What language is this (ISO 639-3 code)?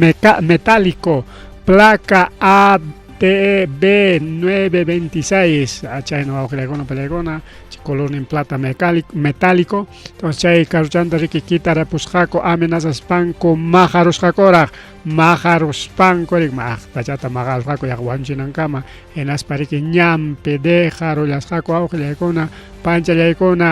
quy